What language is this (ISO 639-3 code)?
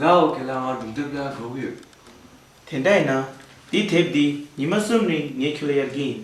bod